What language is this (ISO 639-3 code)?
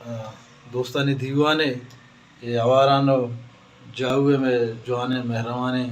bal